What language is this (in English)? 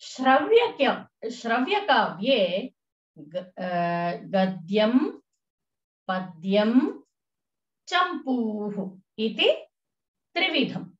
Sanskrit